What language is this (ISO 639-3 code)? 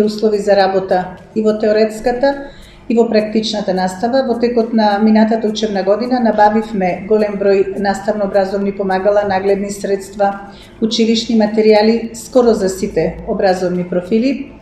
mkd